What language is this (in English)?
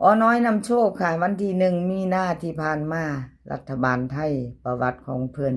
Northeastern Thai